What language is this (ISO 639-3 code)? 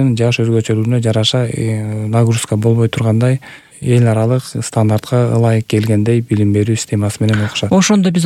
kir